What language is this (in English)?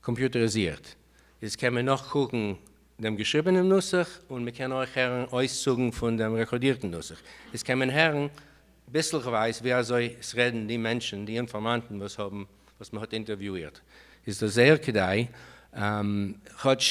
Yiddish